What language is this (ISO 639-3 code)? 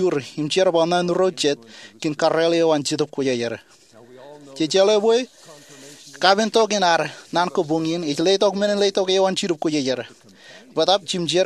mah